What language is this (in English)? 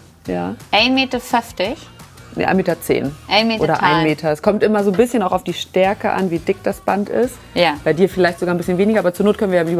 Low German